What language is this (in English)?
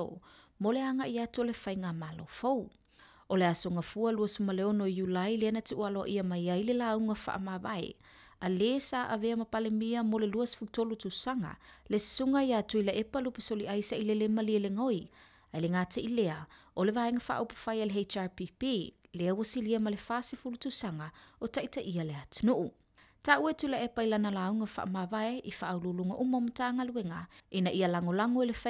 Samoan